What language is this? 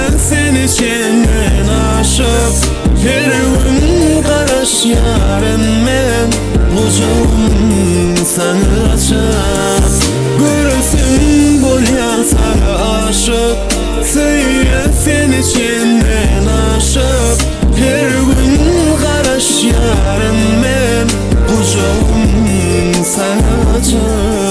Turkmen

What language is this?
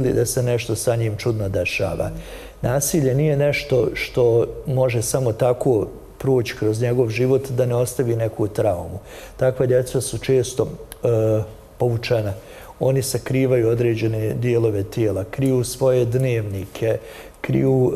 Bosnian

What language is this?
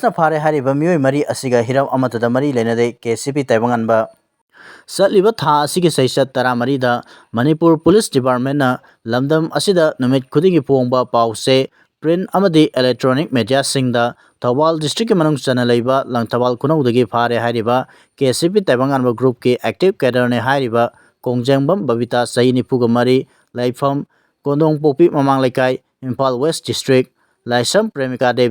Manipuri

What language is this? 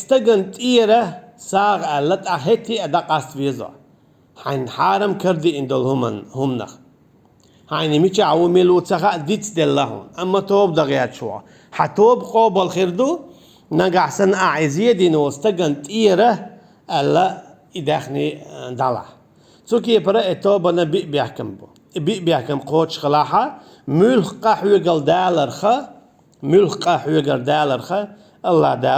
Chechen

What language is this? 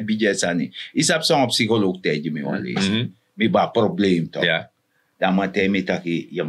Sranan Tongo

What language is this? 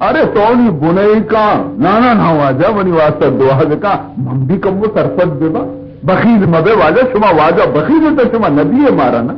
Baluchi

